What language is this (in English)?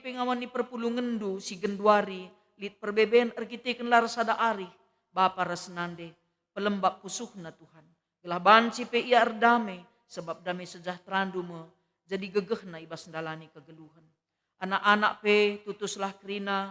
Batak Karo